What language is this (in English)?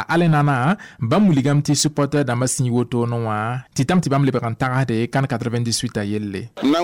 Mossi